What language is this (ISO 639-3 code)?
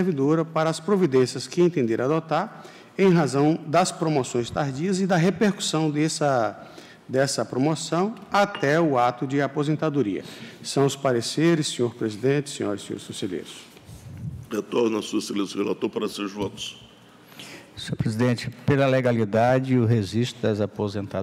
por